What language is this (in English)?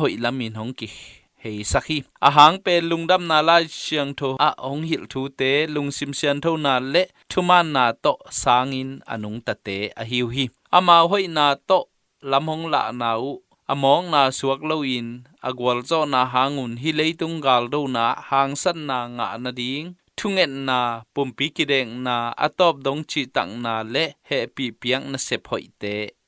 Tedim Chin